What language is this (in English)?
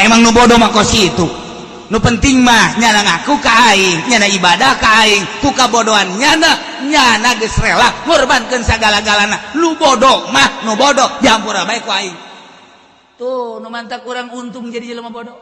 Sundanese